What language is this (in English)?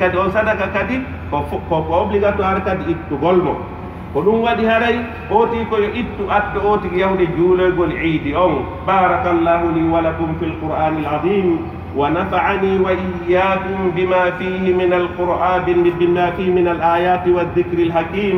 Pular